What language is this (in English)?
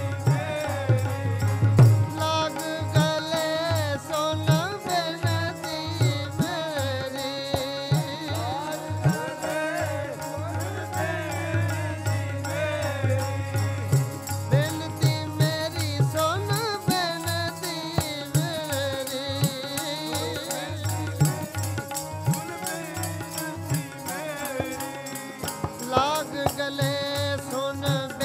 Punjabi